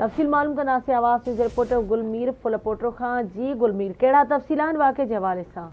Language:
Sindhi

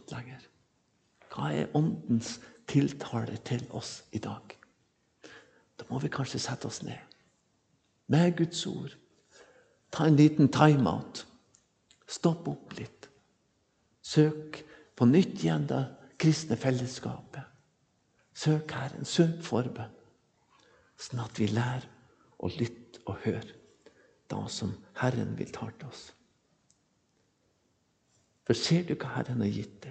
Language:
Norwegian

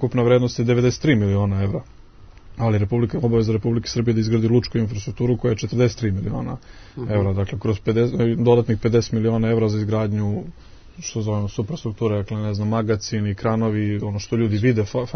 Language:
Serbian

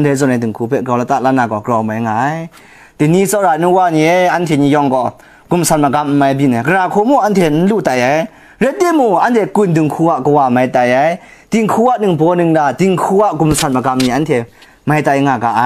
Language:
Kachin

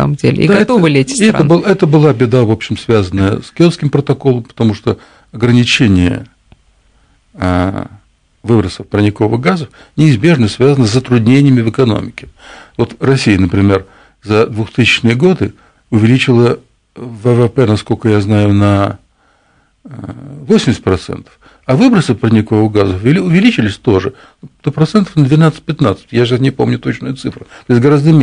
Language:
Russian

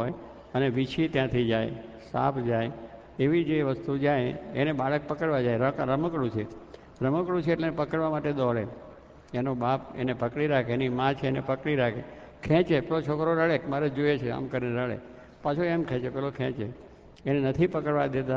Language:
Gujarati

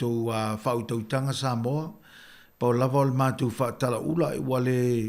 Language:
Samoan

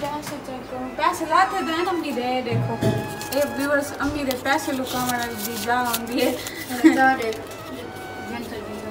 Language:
Saraiki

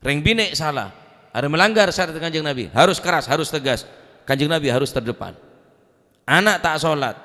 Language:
Madurese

